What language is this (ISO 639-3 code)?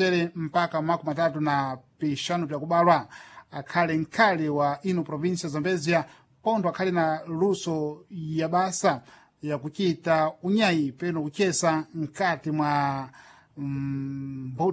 seh